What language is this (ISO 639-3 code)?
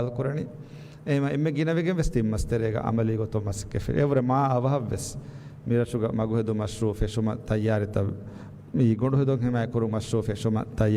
div